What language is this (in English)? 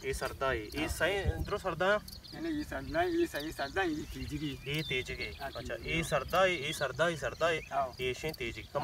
Baluchi